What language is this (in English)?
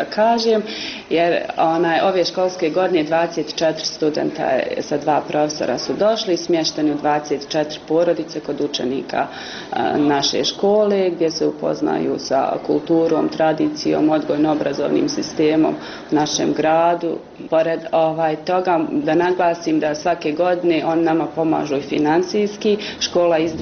Bosnian